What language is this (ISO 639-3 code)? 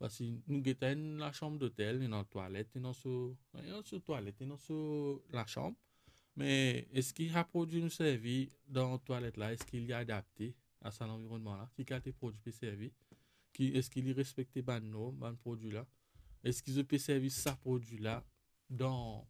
mfe